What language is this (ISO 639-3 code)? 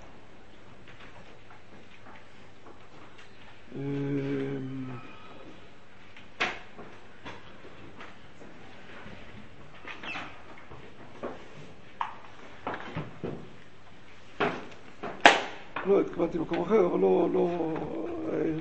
heb